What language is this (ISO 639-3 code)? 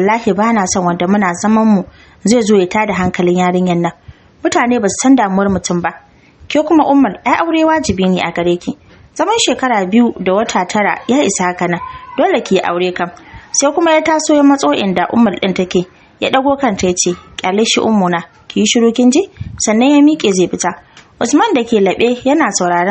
hau